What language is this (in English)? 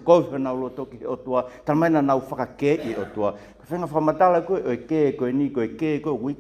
Tongan